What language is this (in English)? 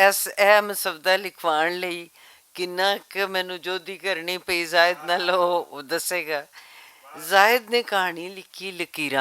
Western Panjabi